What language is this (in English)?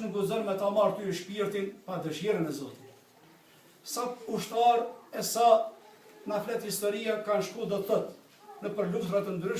Albanian